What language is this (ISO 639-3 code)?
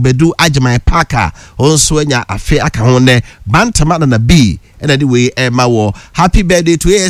aka